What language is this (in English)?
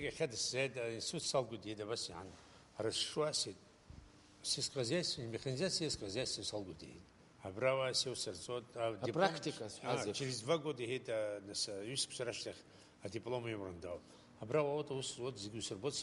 Abkhazian